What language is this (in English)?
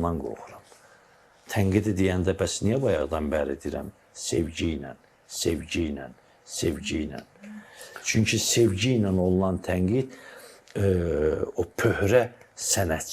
Azerbaijani